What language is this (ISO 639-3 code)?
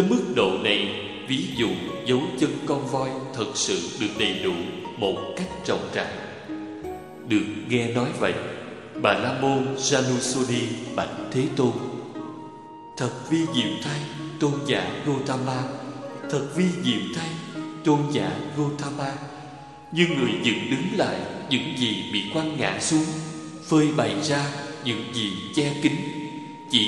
vie